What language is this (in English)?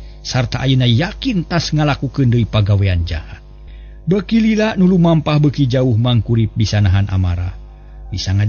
Sundanese